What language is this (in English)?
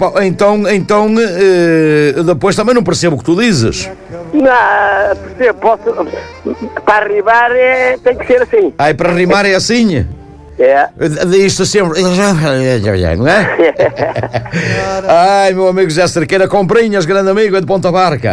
Portuguese